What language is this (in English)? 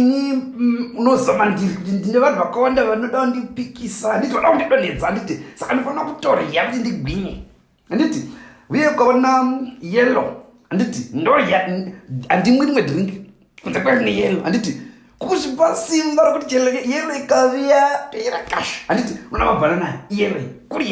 Shona